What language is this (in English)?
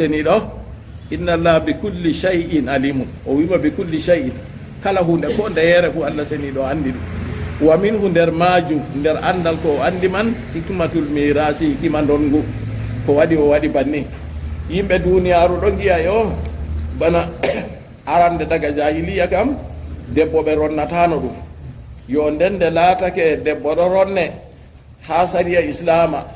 Fula